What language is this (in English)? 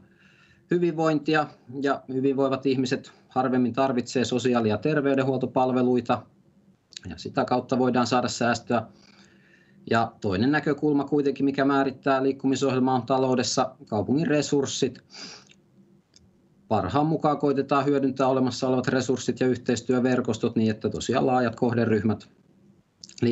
Finnish